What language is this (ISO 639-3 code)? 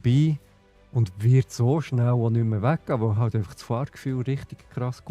gsw